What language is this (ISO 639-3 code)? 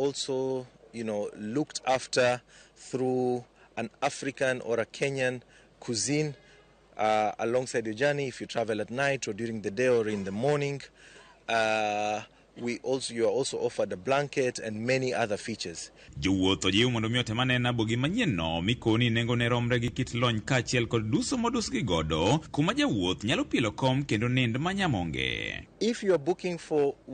luo